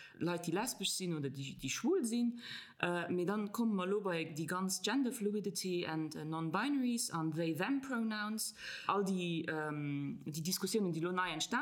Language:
Luxembourgish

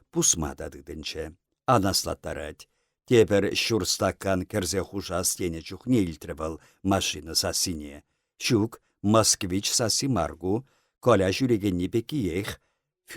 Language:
Chuvash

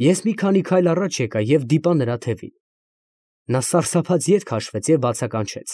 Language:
Armenian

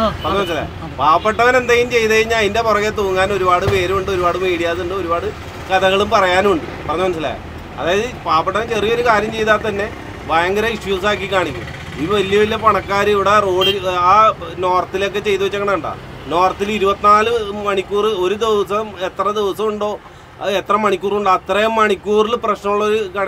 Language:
Malayalam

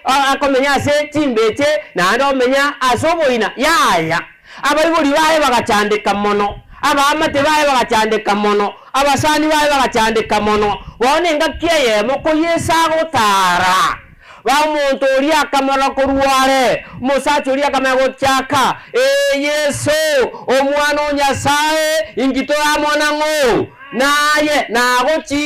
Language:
Gusii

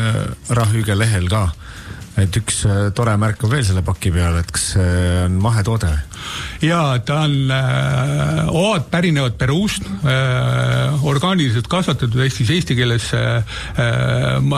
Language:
Estonian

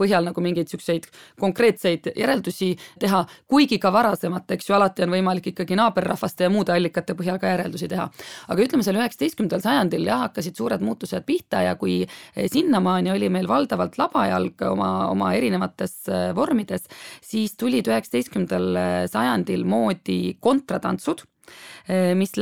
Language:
Estonian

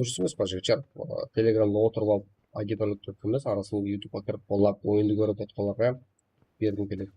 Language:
Kara-Kalpak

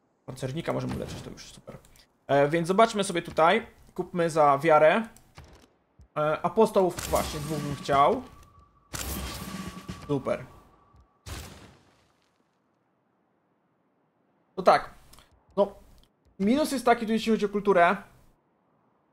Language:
Polish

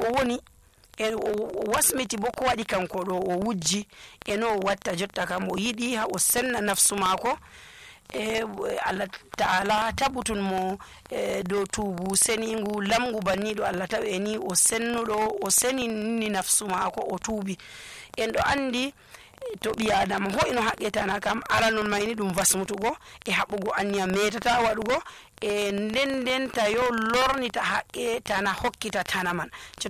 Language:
Nigerian Fulfulde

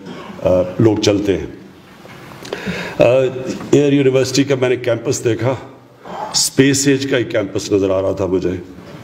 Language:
Urdu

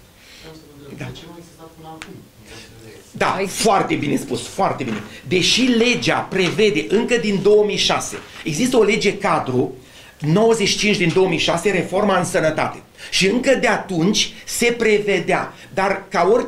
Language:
Romanian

